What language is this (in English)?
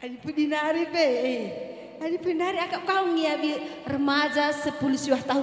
Batak Karo